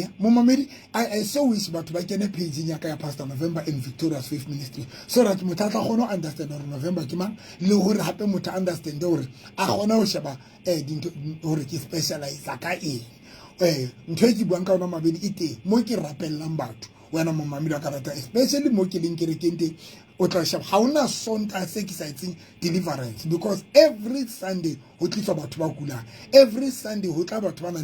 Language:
Southern Sotho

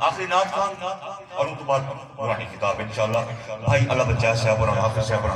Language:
Saraiki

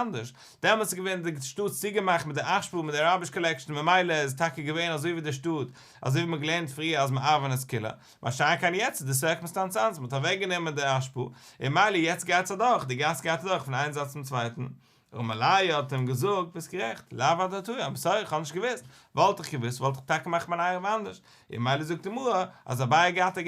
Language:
Yiddish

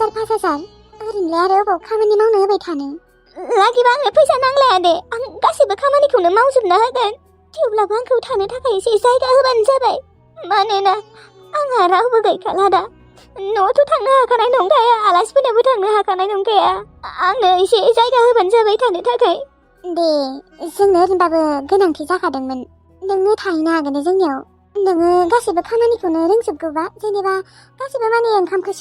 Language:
Bodo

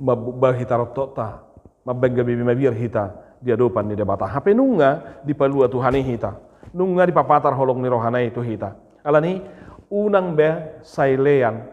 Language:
Batak Toba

